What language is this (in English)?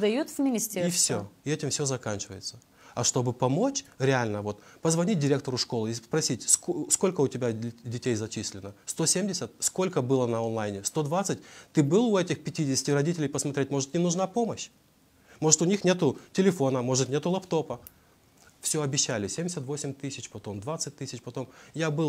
Russian